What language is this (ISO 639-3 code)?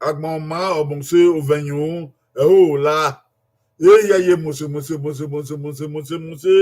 bin